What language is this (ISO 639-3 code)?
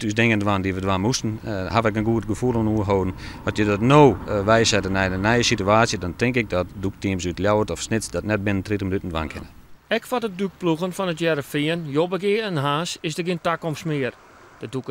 fry